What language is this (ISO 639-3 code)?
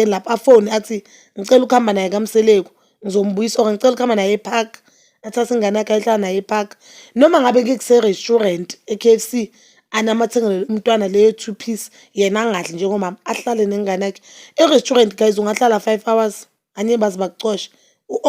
zul